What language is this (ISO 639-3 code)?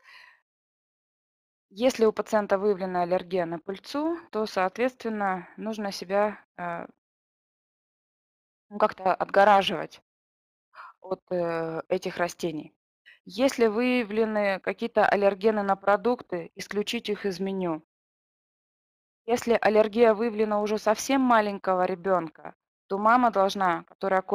rus